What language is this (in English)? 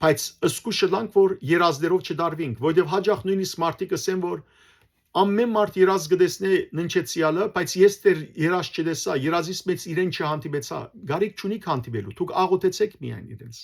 Western Armenian